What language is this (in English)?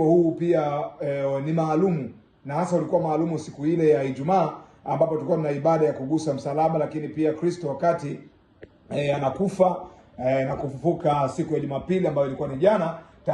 Swahili